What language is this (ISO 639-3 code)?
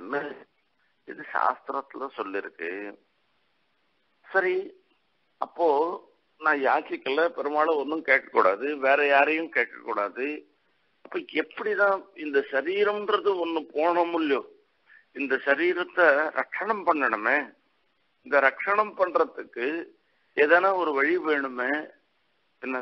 tam